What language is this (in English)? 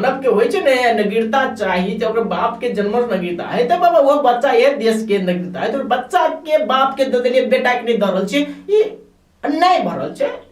Maithili